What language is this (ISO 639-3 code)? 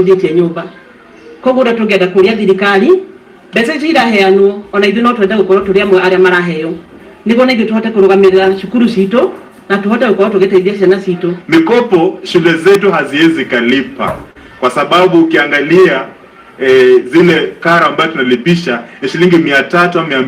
kik